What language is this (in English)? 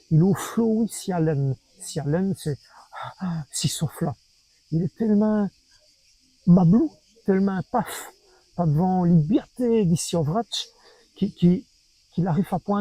Walloon